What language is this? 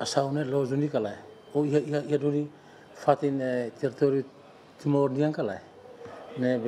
Tetum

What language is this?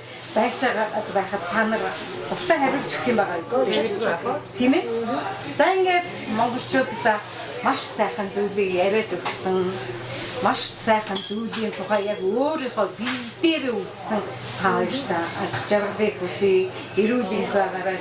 Mongolian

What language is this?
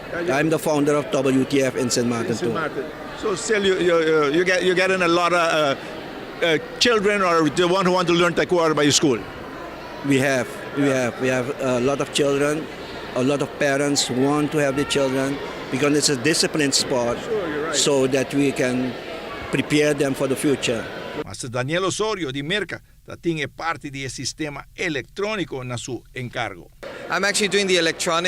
Papiamento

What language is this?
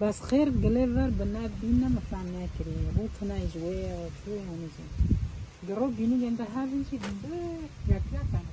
Kurdish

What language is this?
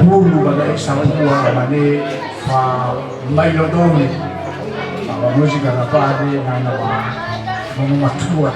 Nias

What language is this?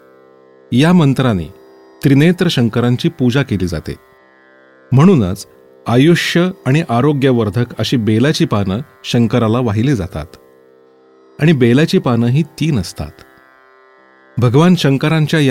Marathi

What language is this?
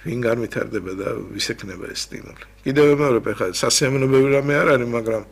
Georgian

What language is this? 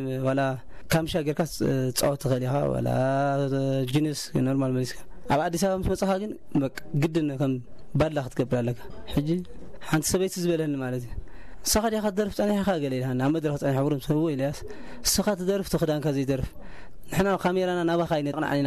Tigrinya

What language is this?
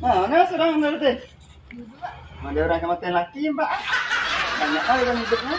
Minangkabau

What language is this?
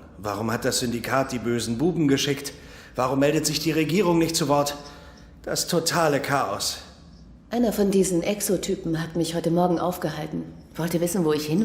Swiss German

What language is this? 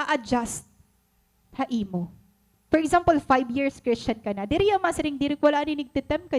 Waray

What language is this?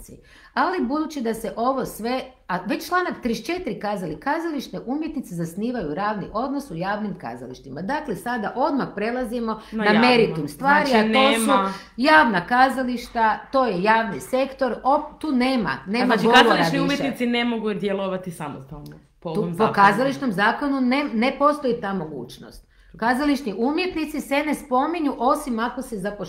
Croatian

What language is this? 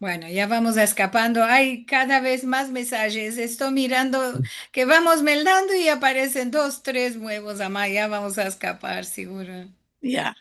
Ladino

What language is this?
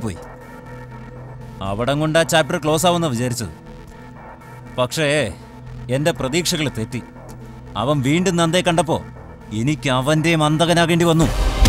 Malayalam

